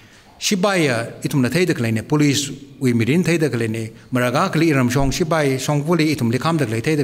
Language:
Tangkhul Naga (India)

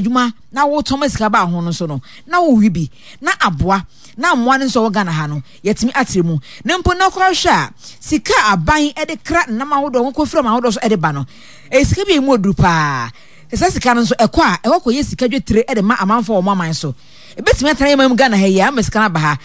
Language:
Akan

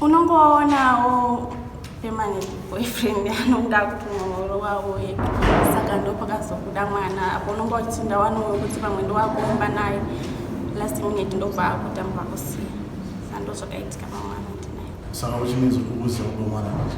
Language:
Shona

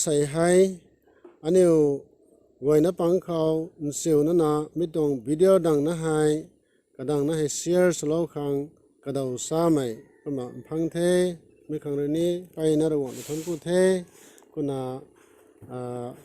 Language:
Rongmei Naga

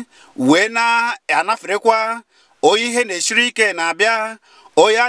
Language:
Igbo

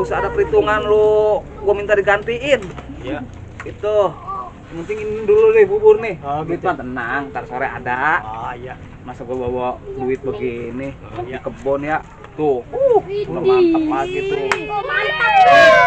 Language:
Betawi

